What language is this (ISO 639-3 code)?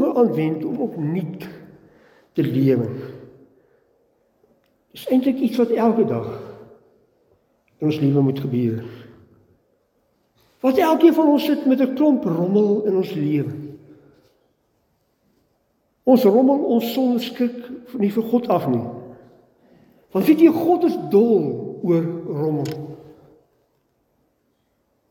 afr